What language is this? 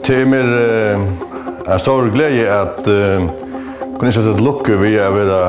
Faroese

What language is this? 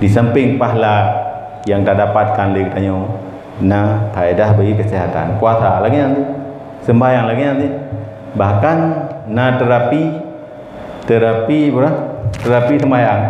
Achinese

